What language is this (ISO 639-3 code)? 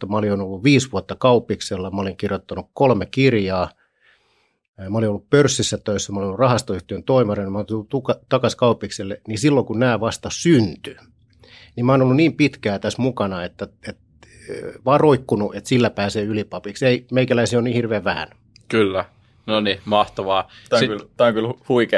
fin